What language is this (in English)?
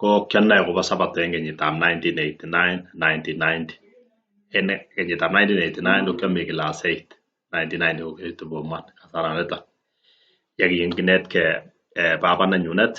Kalenjin